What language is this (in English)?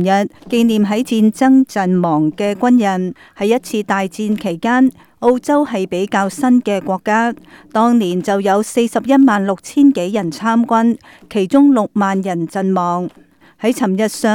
Cantonese